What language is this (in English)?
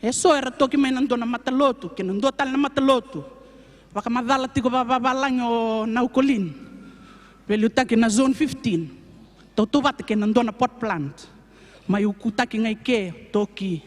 Fijian